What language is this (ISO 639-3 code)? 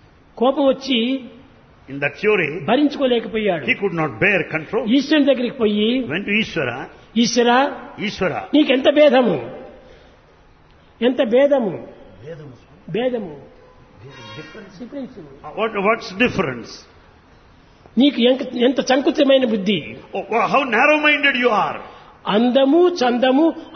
tel